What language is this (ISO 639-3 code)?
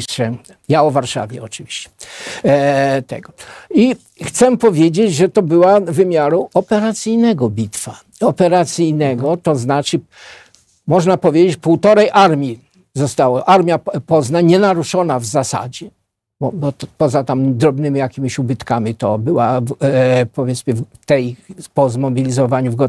pol